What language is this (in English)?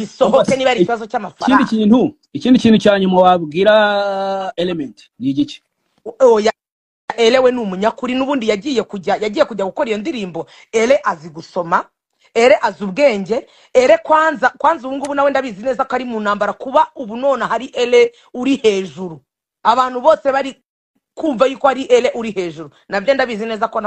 Kinyarwanda